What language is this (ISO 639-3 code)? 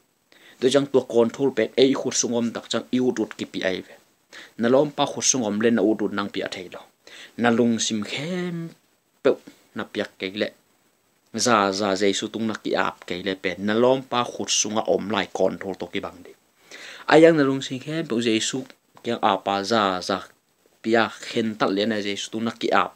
ctd